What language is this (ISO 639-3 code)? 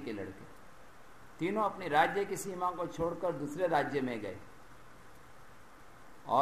hin